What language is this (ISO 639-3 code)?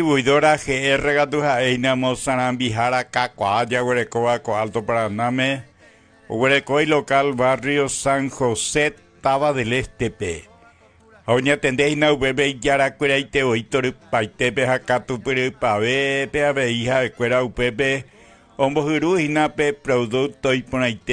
grn